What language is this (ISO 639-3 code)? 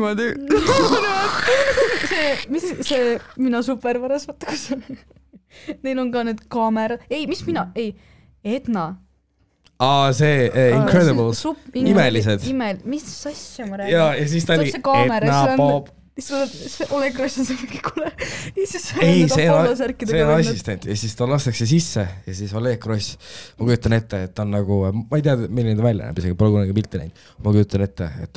est